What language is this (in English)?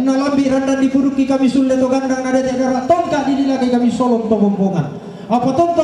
Toraja-Sa'dan